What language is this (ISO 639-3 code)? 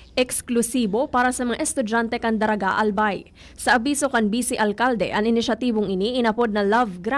bik